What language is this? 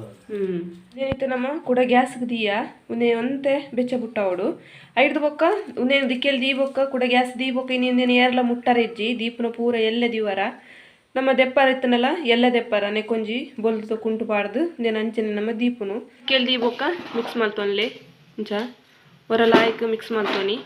Tulu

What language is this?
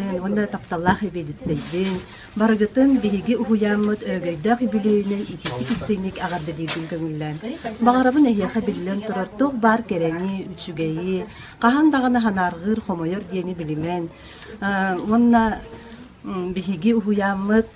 Yakut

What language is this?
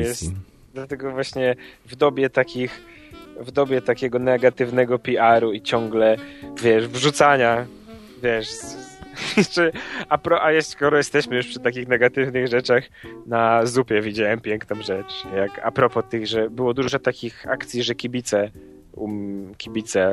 Polish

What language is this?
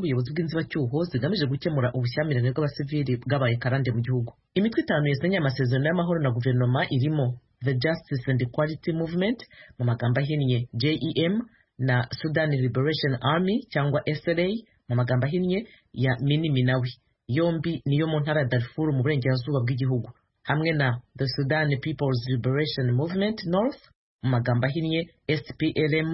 Kinyarwanda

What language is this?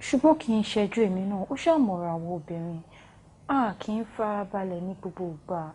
Yoruba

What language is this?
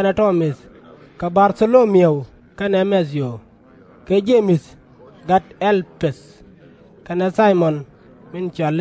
Nuer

